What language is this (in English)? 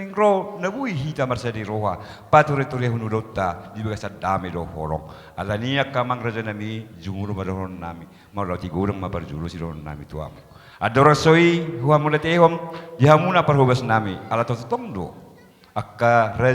Batak Toba